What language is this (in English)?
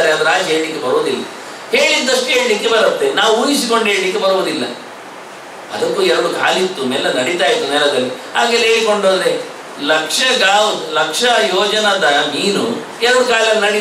Kannada